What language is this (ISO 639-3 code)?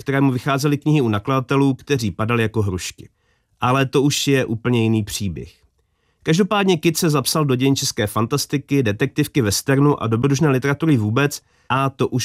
ces